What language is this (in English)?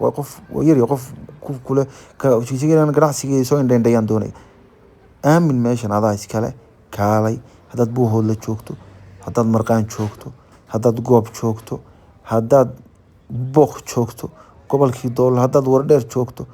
Somali